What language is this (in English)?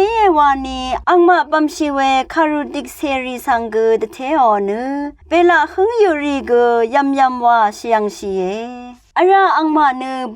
Rawang